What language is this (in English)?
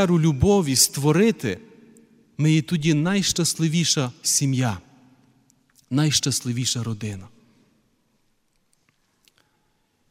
Ukrainian